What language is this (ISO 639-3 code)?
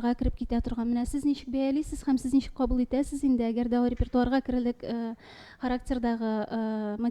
tat